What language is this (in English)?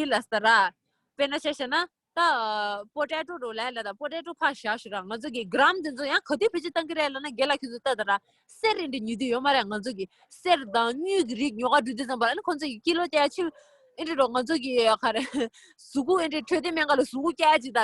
Tibetan